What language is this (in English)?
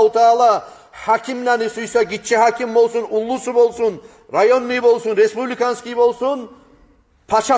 Kumyk